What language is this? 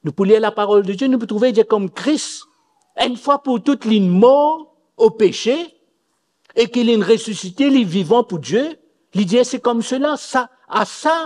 Morisyen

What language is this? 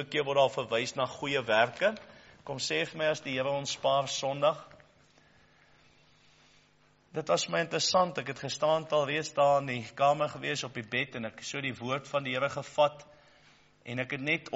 Afrikaans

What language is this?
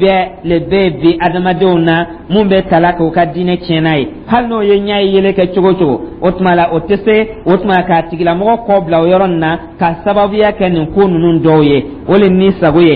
Dyula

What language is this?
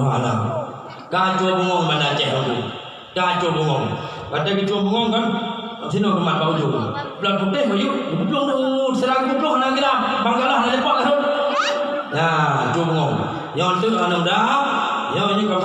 Achinese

